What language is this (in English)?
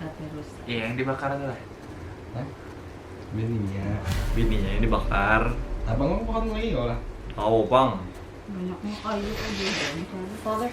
Banjar